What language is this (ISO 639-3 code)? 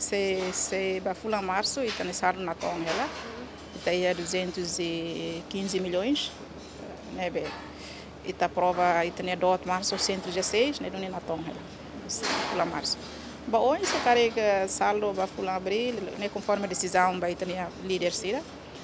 tet